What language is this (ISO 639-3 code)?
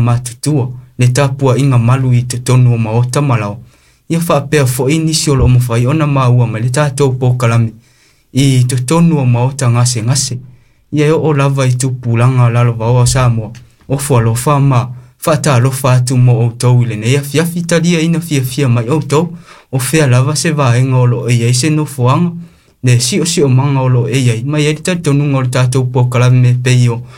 smo